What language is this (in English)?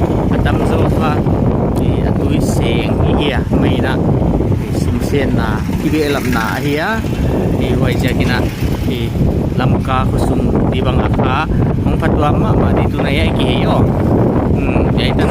Paite Chin